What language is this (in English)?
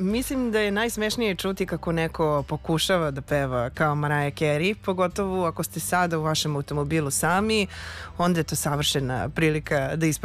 Serbian